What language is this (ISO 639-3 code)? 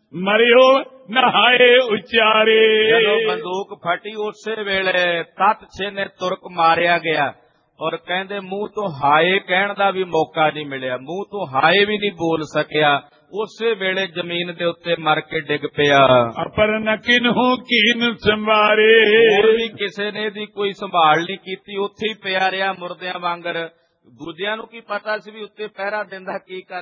pan